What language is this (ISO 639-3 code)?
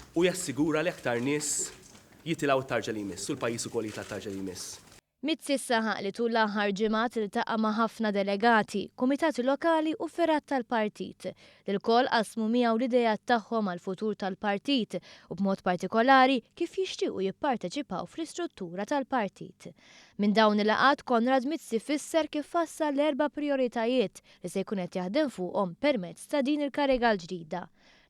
mlt